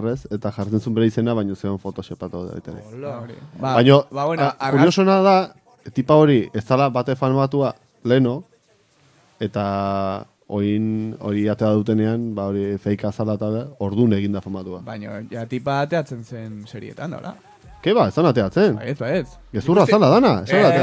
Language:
Basque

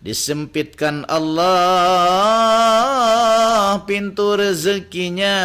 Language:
Banjar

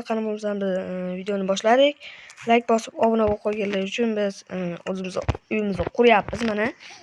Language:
Uzbek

